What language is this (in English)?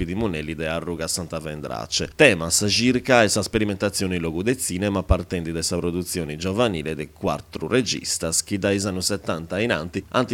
Sardinian